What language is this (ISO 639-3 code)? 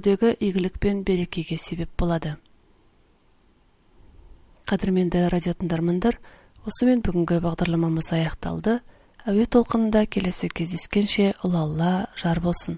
kaz